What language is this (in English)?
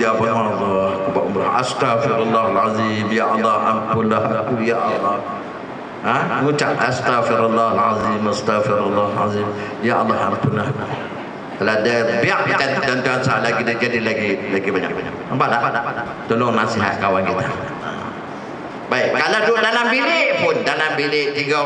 Malay